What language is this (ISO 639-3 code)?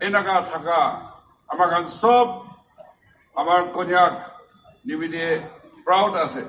nag